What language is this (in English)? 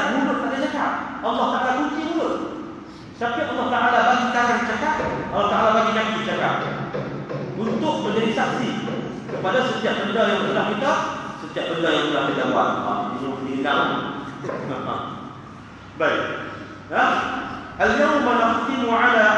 Malay